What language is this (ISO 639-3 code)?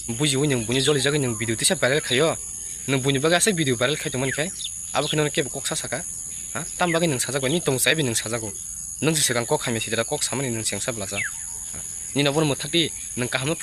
trp